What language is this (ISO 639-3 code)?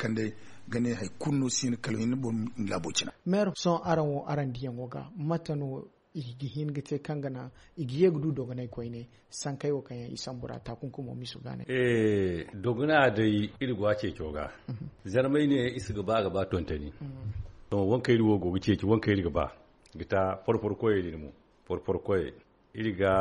dje